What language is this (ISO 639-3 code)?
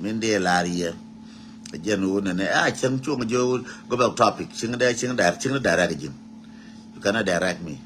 nus